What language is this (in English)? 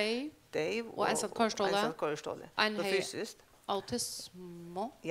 Faroese